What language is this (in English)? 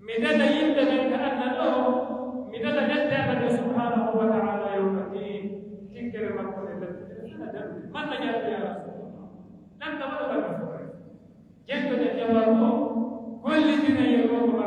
Pular